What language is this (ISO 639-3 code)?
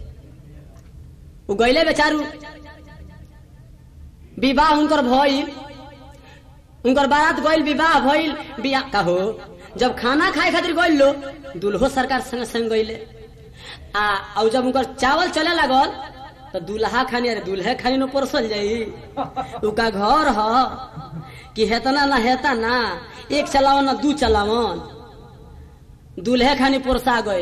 bho